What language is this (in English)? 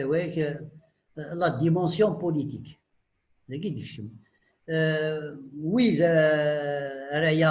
Kabyle